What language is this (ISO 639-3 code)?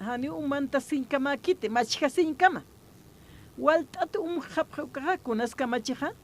aym